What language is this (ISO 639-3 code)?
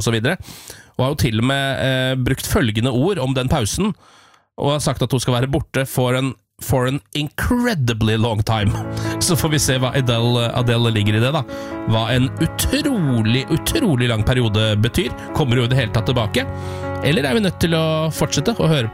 nor